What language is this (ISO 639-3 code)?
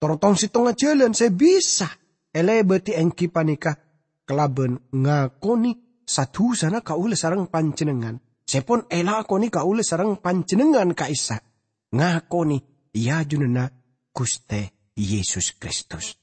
mad